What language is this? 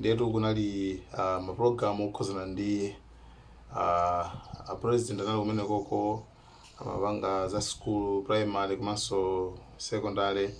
Nyanja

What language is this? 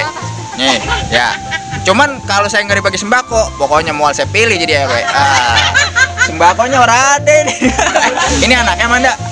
Betawi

